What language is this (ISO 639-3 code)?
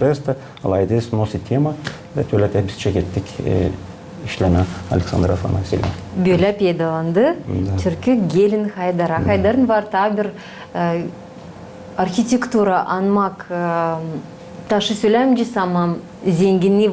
gag